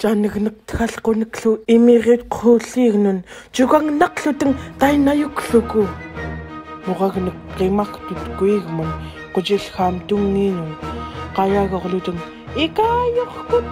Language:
Central Yupik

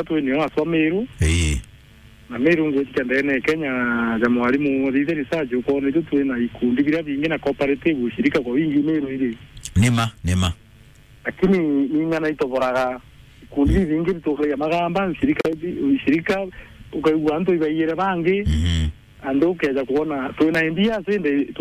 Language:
Meru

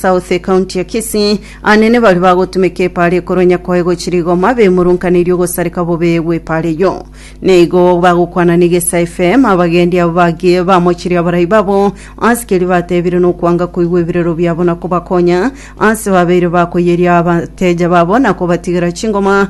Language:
Gusii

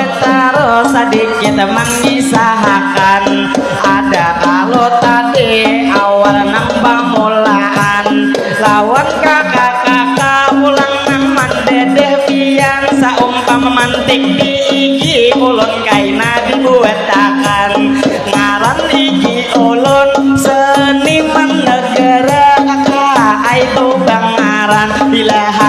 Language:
Banjar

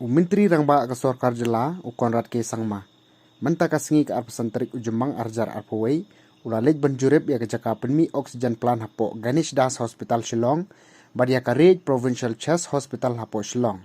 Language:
Khasi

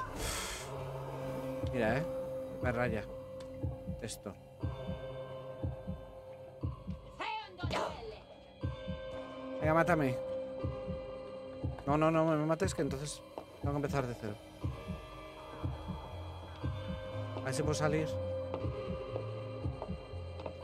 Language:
Spanish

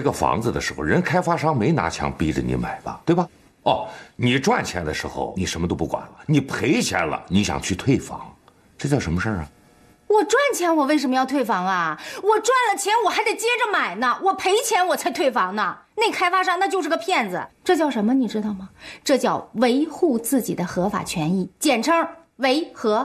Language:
Chinese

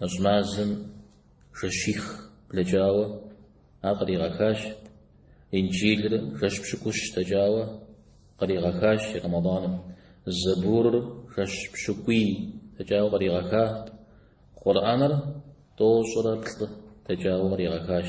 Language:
Kabardian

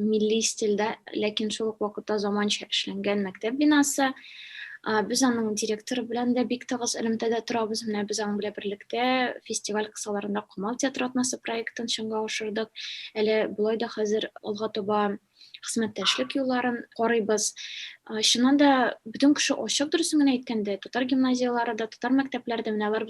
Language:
Tatar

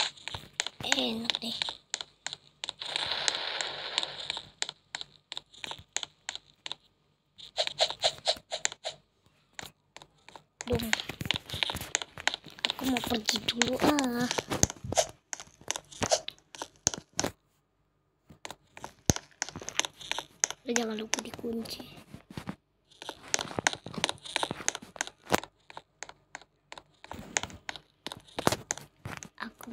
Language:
Indonesian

